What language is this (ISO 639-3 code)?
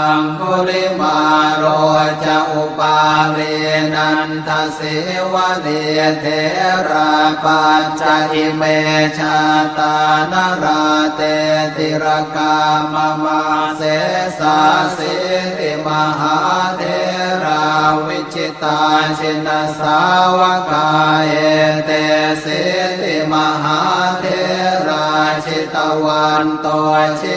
pli